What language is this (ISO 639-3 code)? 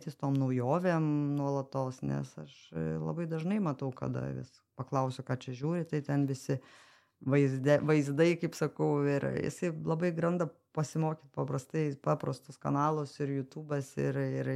lit